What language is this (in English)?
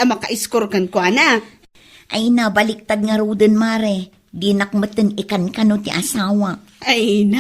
Iloko